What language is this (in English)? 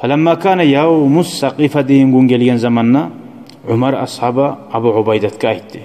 Kumyk